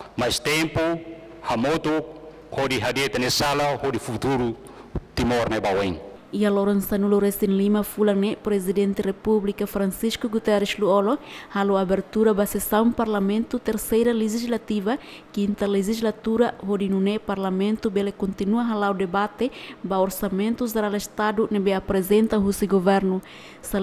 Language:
Tetum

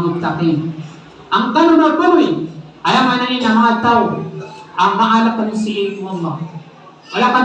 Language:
Maranao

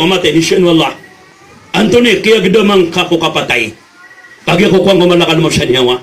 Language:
Maranao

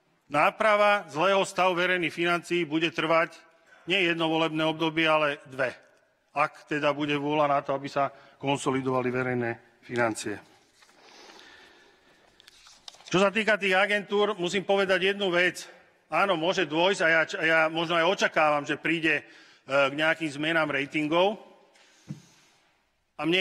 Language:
Slovak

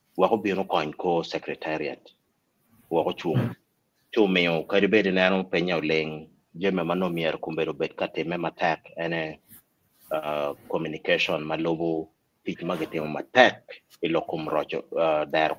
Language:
Acoli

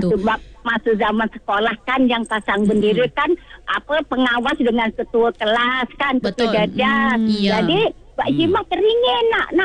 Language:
Malay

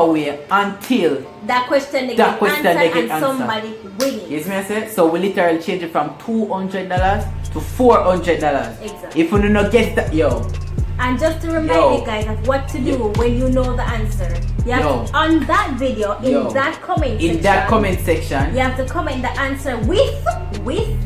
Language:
Jamaican Creole English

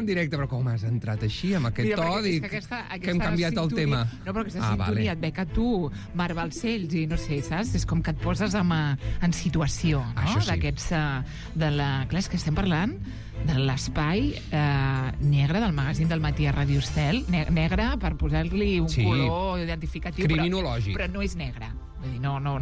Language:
Catalan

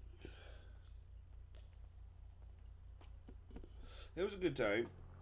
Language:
English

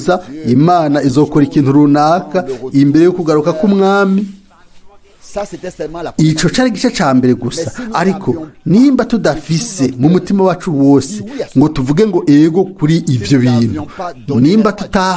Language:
Rundi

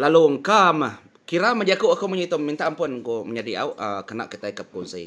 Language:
Iban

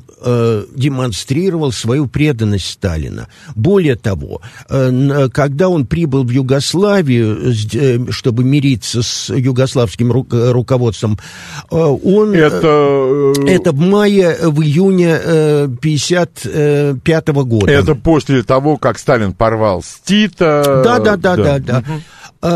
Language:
Russian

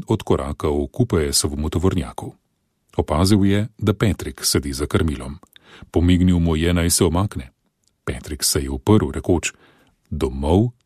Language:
Slovenian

